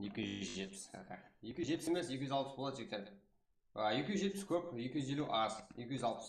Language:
Kara-Kalpak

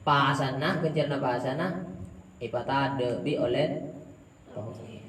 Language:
Madurese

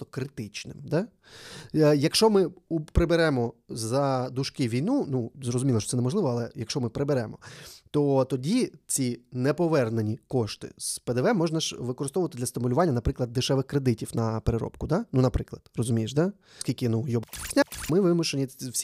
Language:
Ukrainian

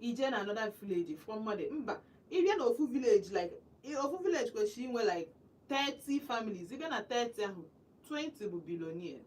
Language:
Igbo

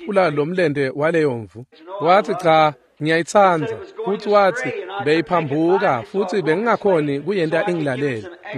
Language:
Swati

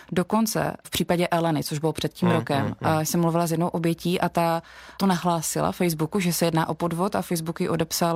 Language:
Czech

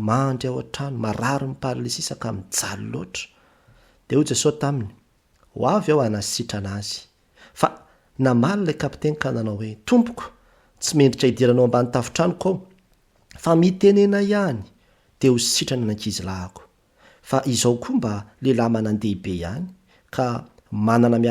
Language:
Malagasy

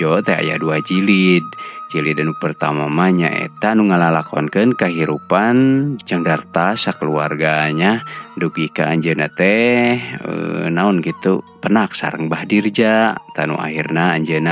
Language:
Sundanese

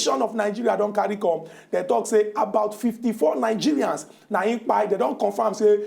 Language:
Nigerian Pidgin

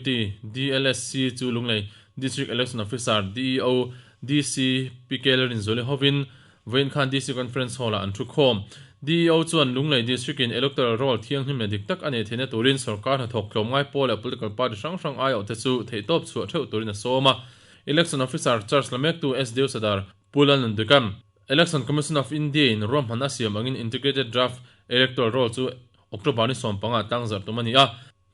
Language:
Mizo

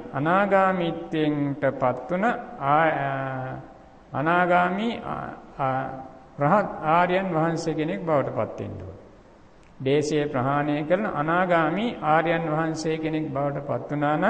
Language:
Sinhala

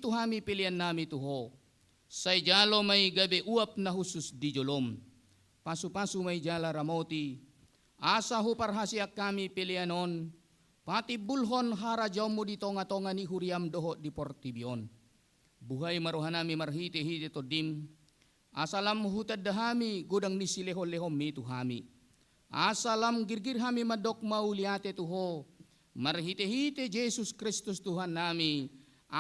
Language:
Batak Toba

